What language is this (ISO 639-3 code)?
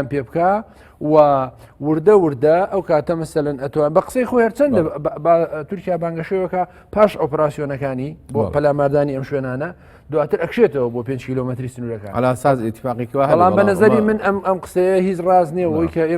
ckb